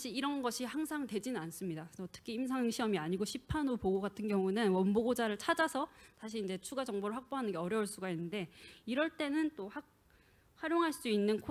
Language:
Korean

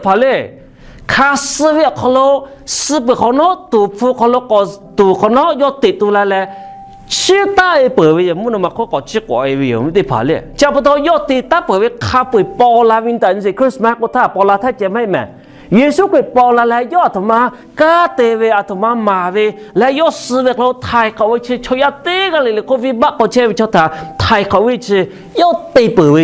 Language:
Lahu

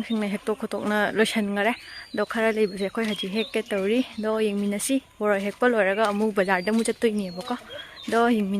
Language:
Manipuri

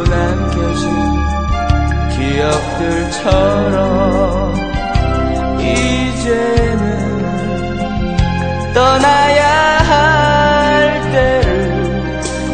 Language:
Korean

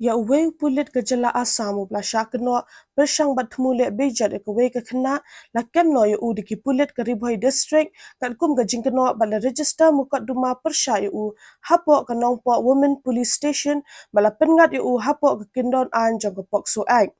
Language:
Khasi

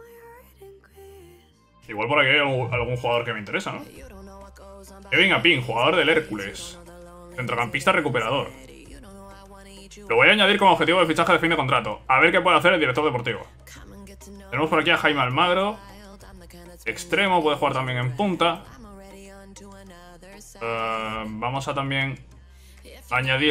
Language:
Spanish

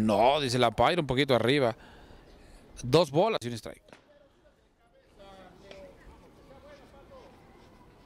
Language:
Spanish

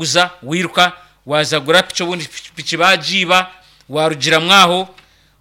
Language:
Nyankole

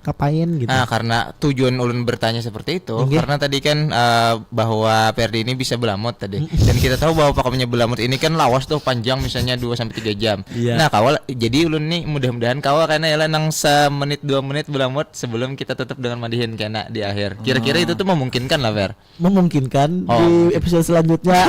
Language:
Banjar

